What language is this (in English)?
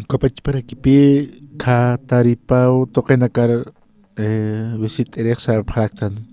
Aymara